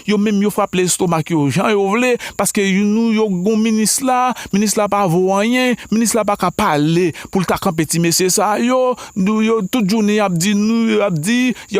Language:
Haitian Creole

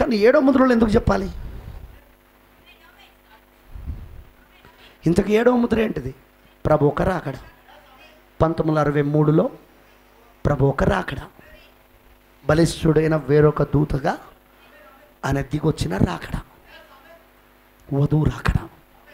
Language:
Telugu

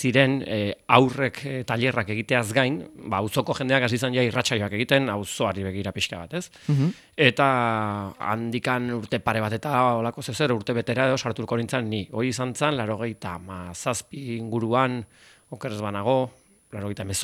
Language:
Basque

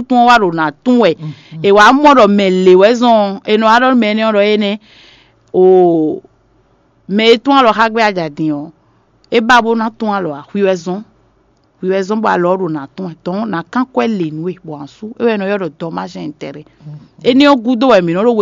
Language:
Fon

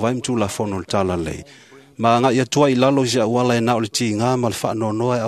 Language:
Samoan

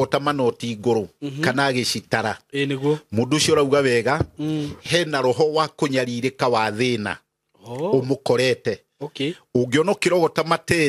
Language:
Kikuyu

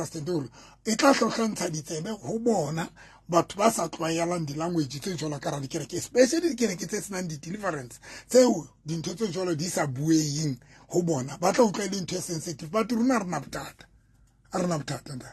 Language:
Southern Sotho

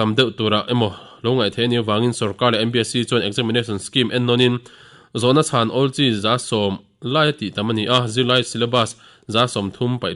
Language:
Mizo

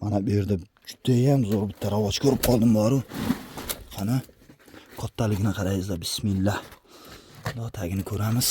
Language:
Uzbek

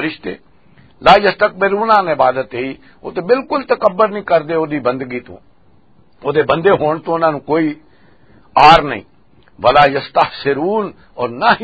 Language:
Western Panjabi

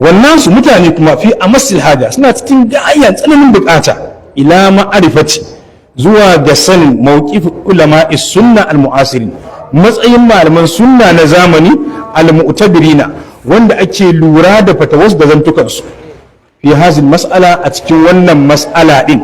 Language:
Hausa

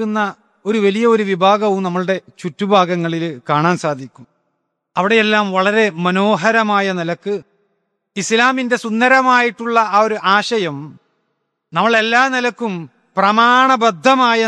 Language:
Malayalam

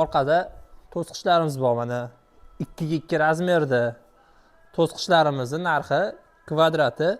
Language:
Uzbek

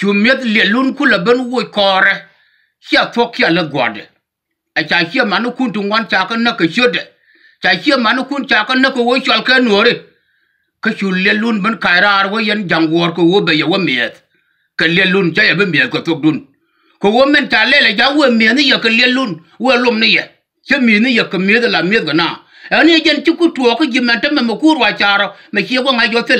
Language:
Nuer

